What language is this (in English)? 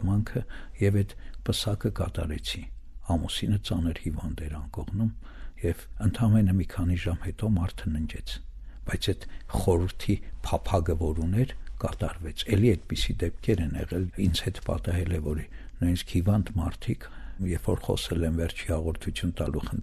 Armenian